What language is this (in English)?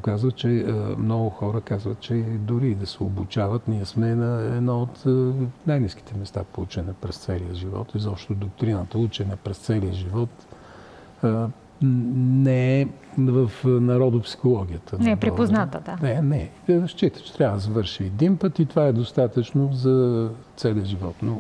Bulgarian